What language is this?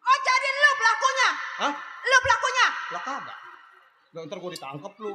Betawi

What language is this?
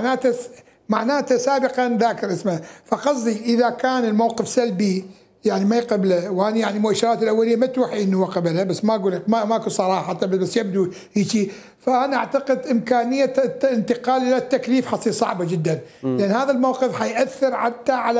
Mesopotamian Arabic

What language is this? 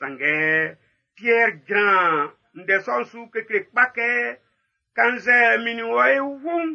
Baoulé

